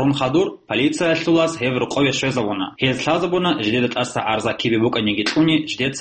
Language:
Avaric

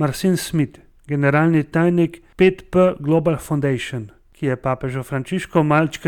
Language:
Slovenian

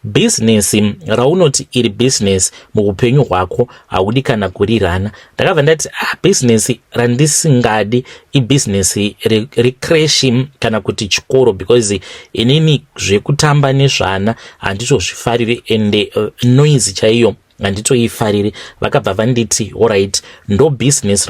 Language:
Shona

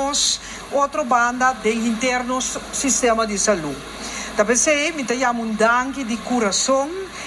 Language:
Papiamento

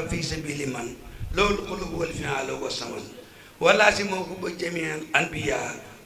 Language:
Wolof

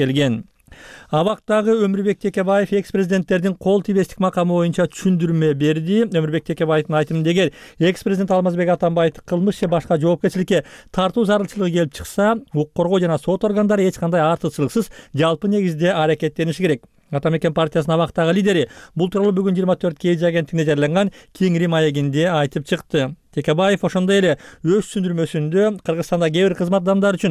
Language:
Kyrgyz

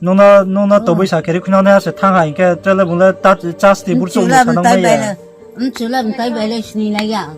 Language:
Riang (India)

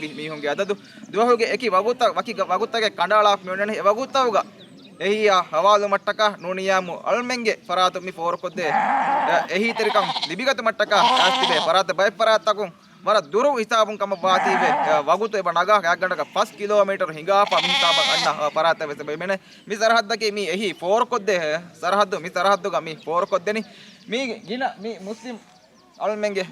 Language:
Divehi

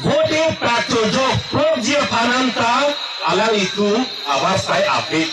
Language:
Karbi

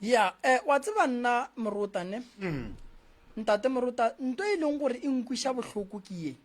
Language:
Northern Sotho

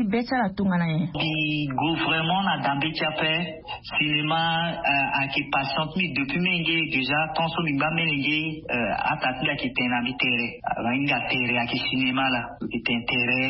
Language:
Sango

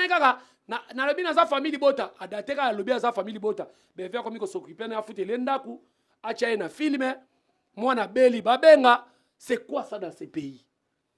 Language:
Lingala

